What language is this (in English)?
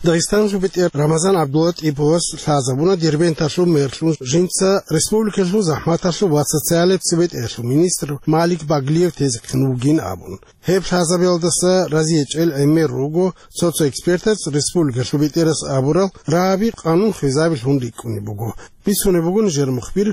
Avaric